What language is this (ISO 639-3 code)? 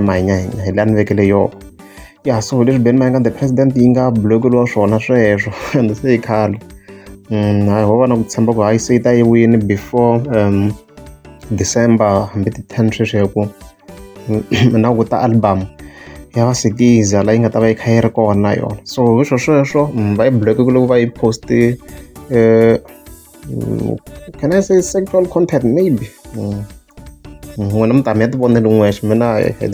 tso